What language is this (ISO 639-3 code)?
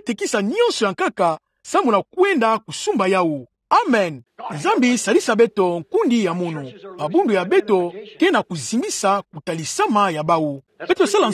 ktu